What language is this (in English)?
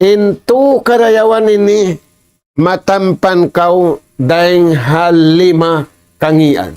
Tausug